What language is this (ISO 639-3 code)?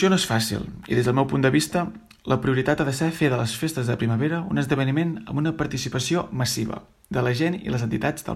cat